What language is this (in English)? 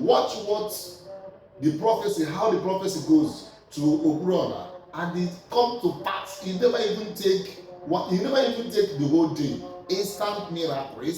Igbo